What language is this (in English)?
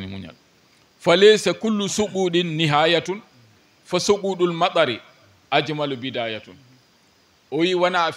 Fula